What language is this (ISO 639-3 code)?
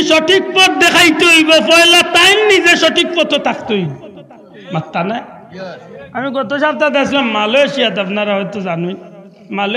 syl